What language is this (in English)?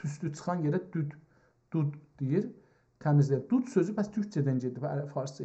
South Azerbaijani